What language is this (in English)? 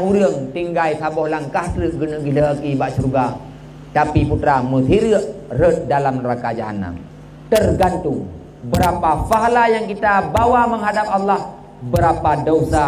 Achinese